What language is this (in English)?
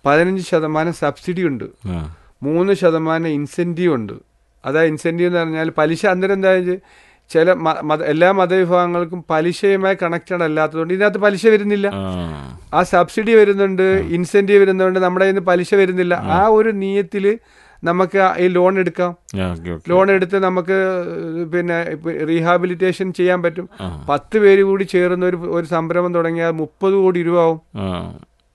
Malayalam